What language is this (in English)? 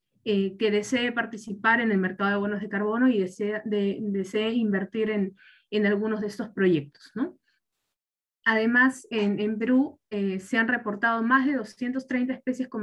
Spanish